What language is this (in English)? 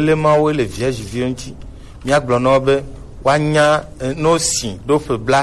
Gen